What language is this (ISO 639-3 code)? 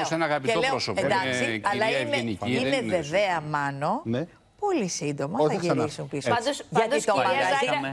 ell